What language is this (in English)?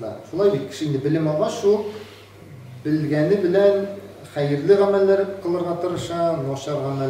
Tatar